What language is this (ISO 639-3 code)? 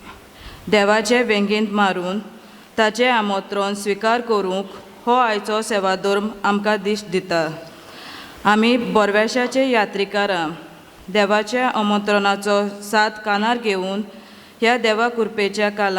kok